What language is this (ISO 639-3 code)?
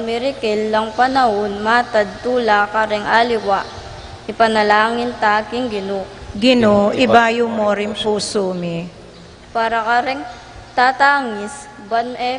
pam